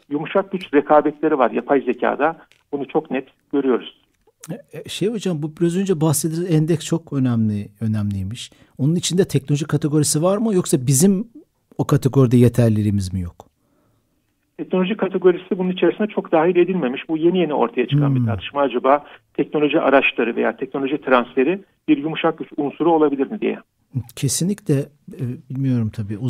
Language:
Turkish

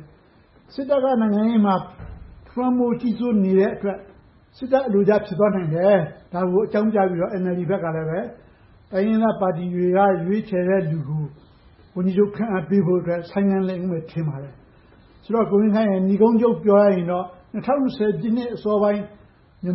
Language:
Burmese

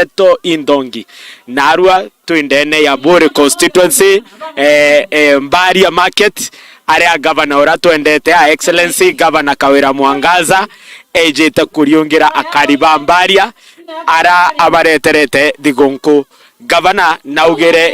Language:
Meru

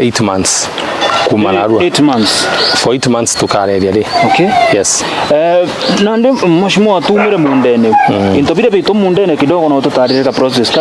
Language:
Meru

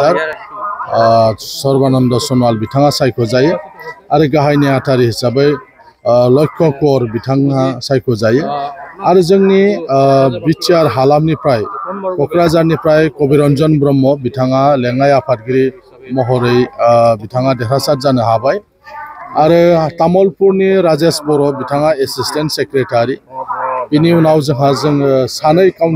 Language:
Bodo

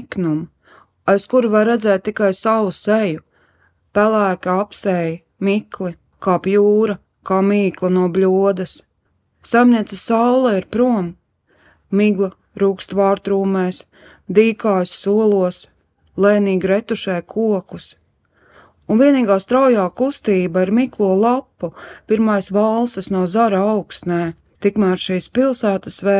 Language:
Latvian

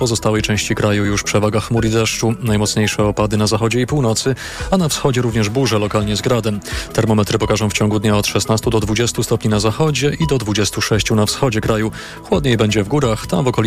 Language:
Polish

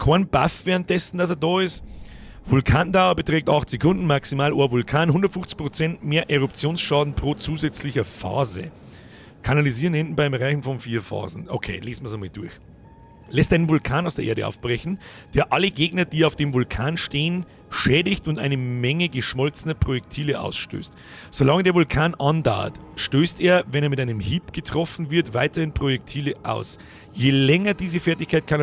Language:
Bavarian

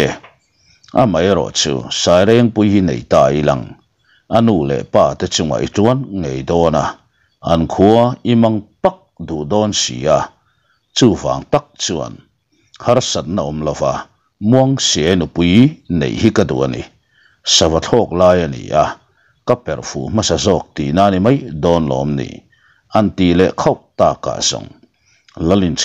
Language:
Mizo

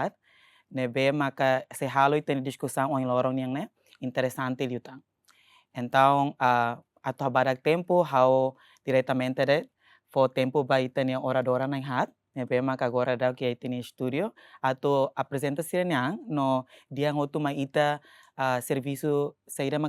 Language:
Tetum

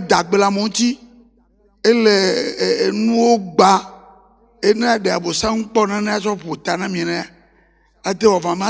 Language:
Ewe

